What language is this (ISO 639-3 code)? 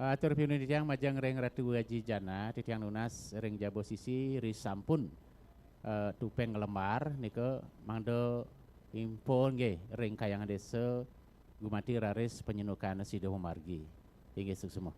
ban